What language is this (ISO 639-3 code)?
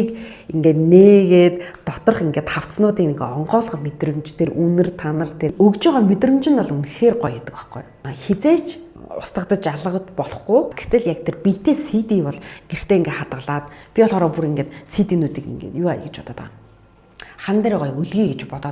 mon